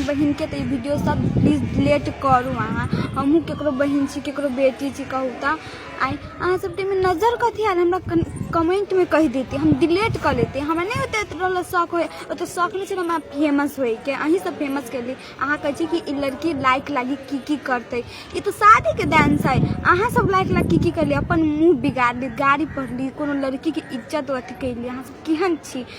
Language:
Maithili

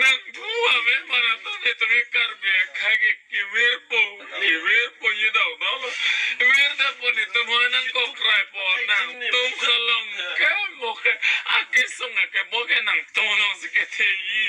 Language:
Karbi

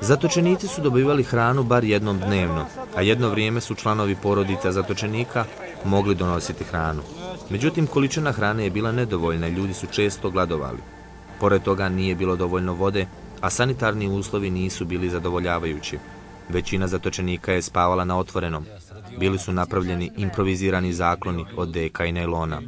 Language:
Bosnian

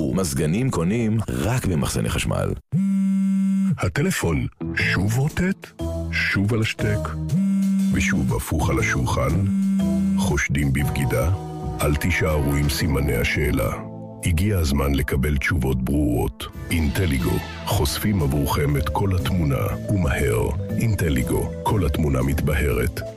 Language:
Hebrew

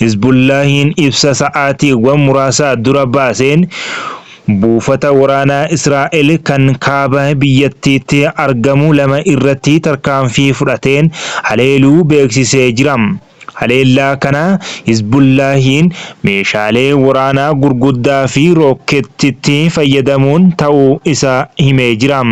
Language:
Oromo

